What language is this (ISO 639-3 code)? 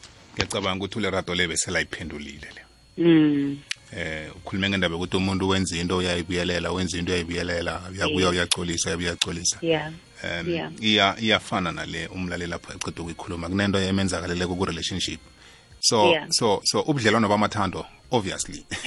nbl